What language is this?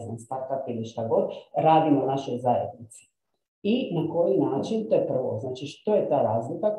Croatian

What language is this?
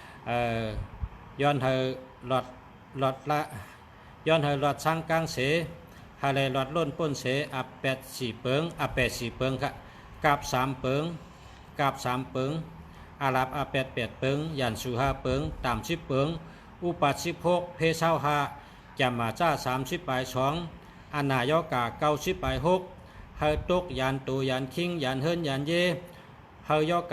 Shan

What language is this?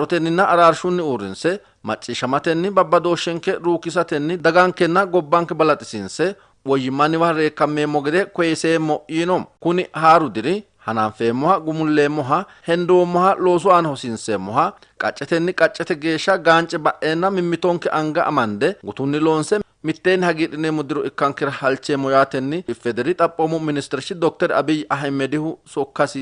Sidamo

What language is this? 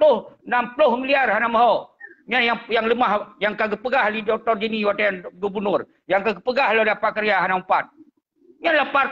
Achinese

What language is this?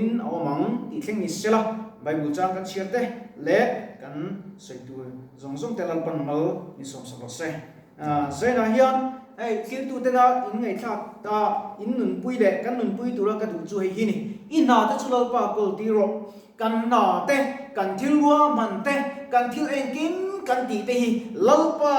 Mizo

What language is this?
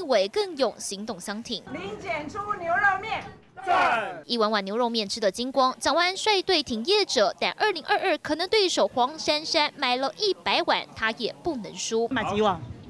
Chinese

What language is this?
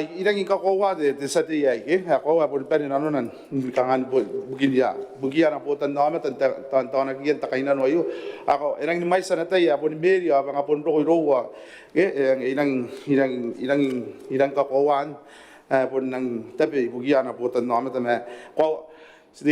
Gilbertese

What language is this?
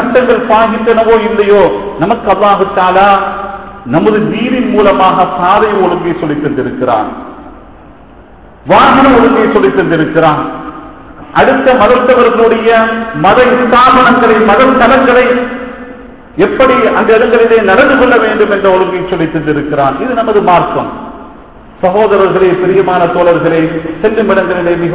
Tamil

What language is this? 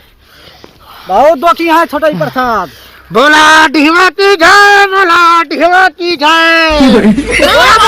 Awadhi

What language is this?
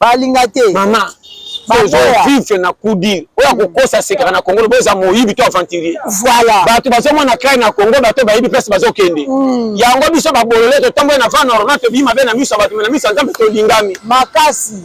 Lingala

